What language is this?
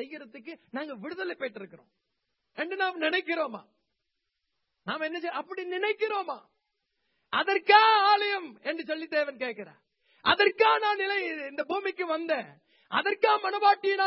Tamil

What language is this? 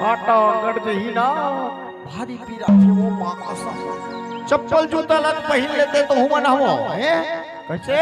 Chhattisgarhi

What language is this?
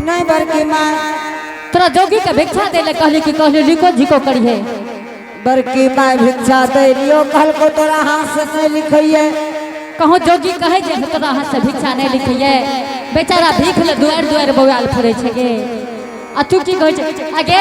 Angika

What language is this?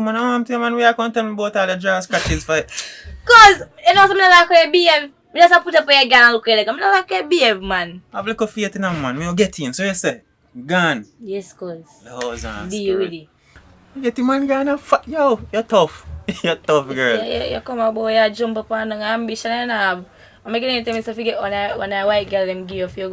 Jamaican Creole English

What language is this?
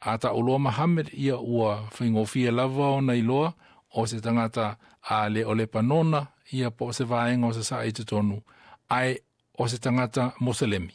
Samoan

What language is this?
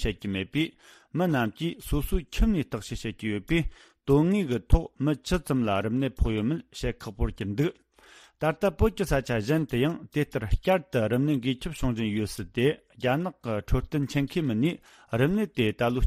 Tibetan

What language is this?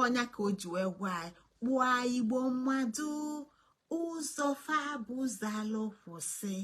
Igbo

